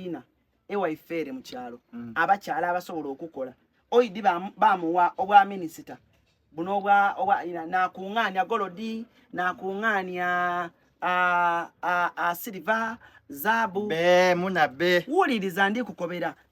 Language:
Ganda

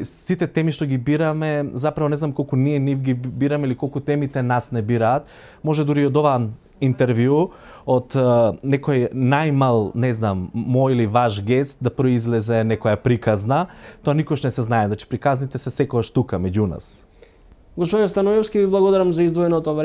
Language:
Macedonian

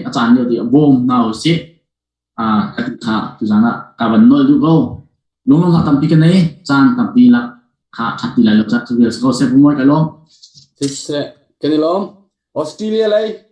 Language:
Hakha Chin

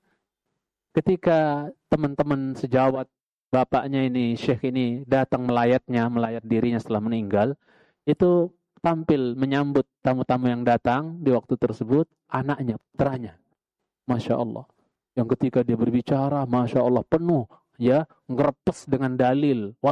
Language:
Indonesian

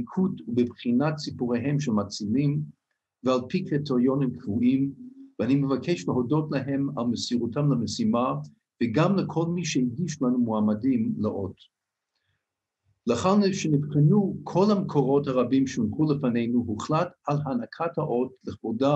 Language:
Hebrew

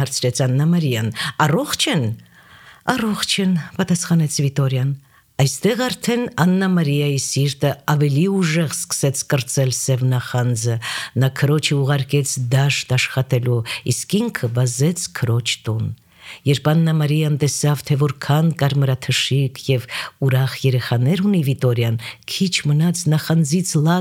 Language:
Armenian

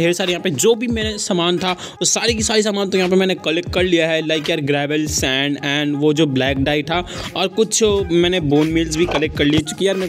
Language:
Hindi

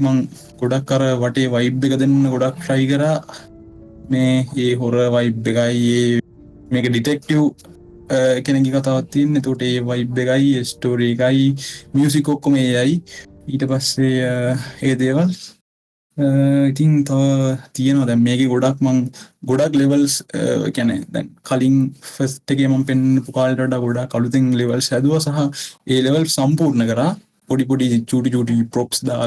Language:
Sinhala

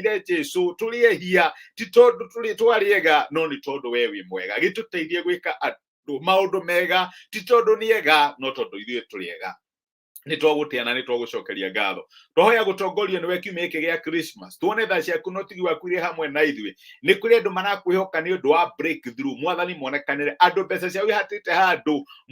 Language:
Kikuyu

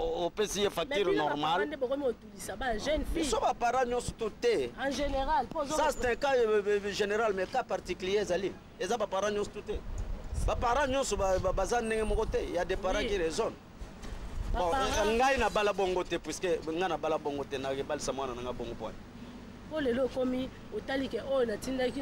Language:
Lingala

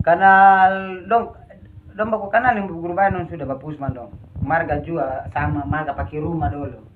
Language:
Ambonese Malay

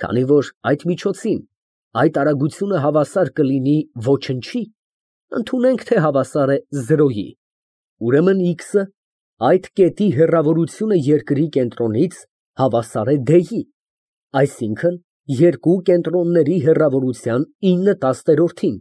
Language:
Armenian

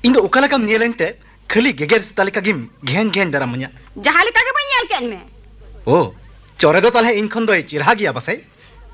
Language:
Santali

